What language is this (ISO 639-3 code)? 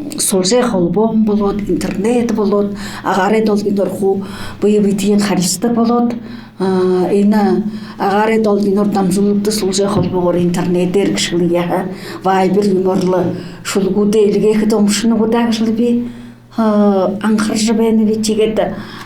bua